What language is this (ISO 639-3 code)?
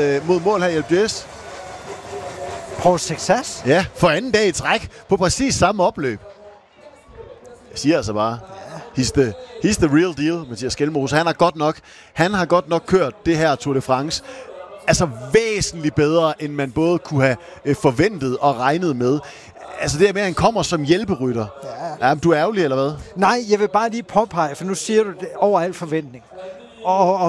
dan